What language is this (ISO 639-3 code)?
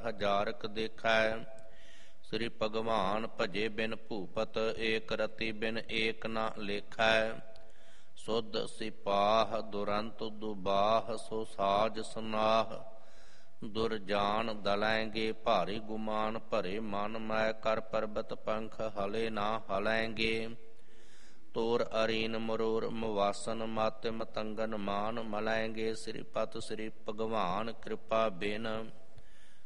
pan